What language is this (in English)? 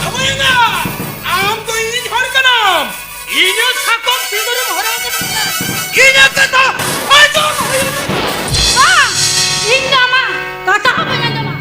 Santali